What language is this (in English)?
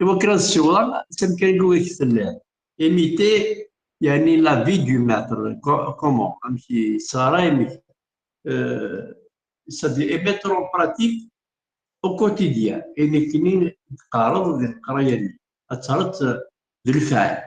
Kabyle